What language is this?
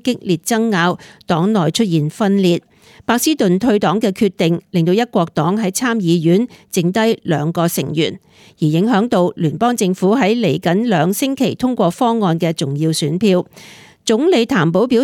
Cantonese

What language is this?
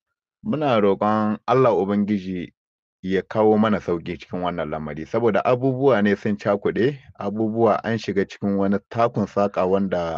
Hausa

